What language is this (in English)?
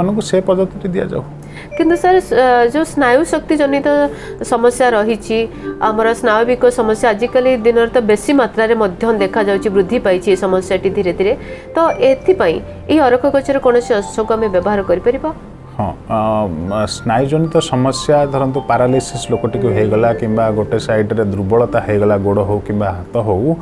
Odia